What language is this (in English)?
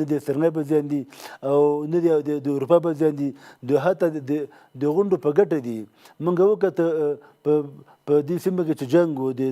Pashto